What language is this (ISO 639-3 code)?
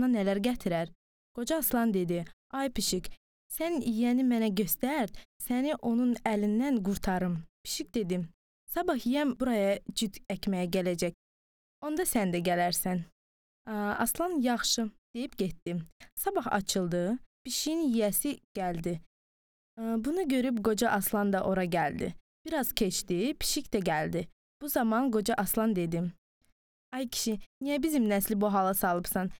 aze